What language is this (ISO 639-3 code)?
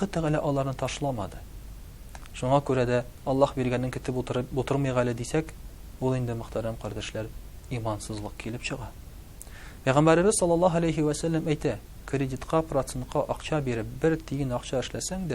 tat